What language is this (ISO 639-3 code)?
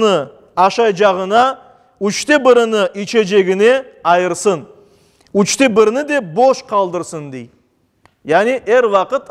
crh